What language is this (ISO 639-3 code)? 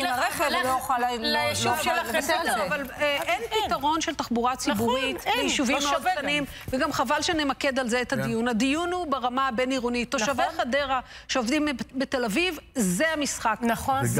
heb